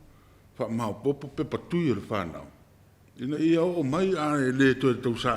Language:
Samoan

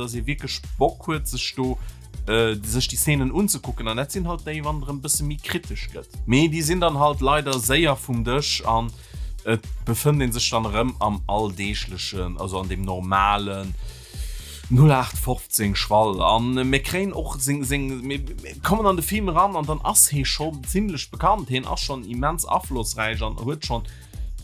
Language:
Luxembourgish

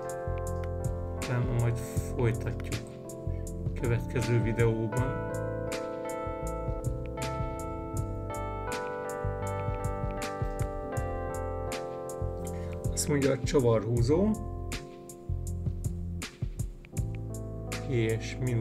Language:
Hungarian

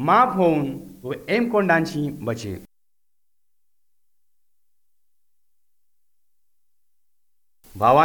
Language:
Marathi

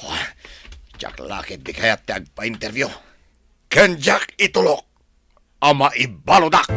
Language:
Iloko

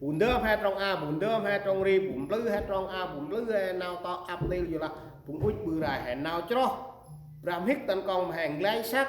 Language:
Central Mnong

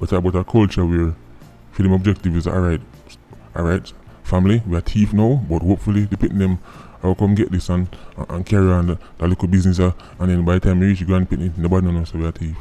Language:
Jamaican Creole English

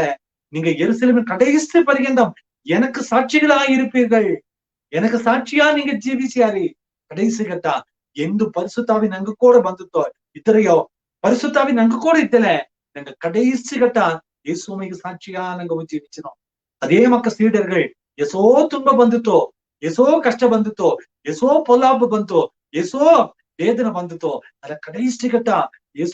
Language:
Badaga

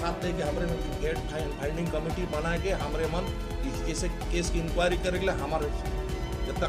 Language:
Sadri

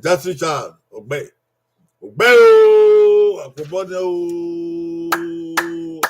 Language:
Bini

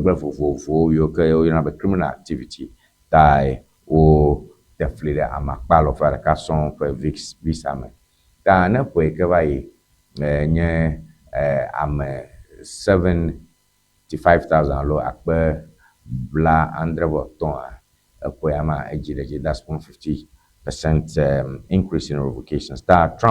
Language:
Ewe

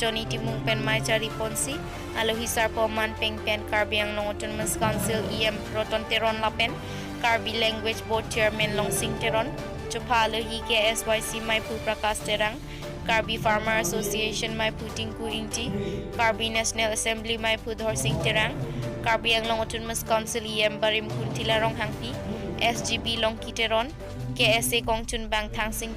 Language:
Karbi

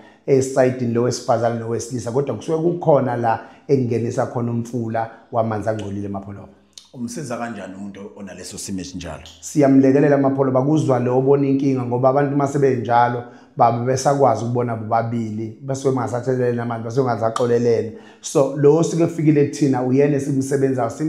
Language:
Zulu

